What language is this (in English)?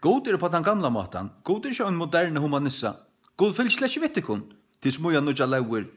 Faroese